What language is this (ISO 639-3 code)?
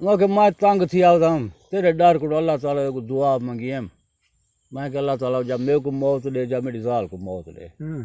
skr